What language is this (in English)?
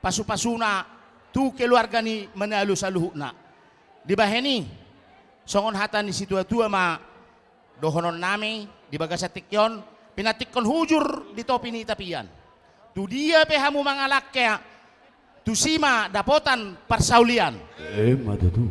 Batak Toba